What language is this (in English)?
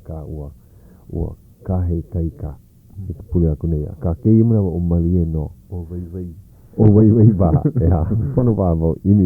Hawaiian